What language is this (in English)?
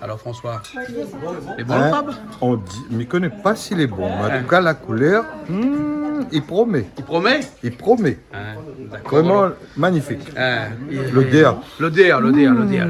Réunion Creole French